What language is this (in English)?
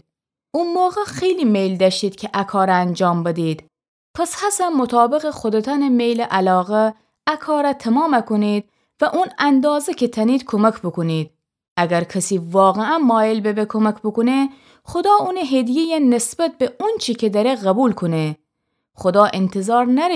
Gilaki